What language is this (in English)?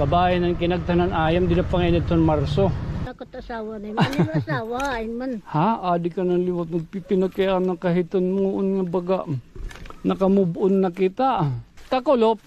Waray